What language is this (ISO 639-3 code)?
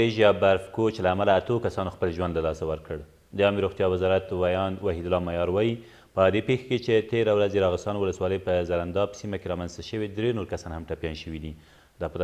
pus